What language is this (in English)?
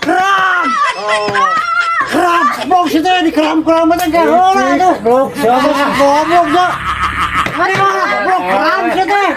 Sundanese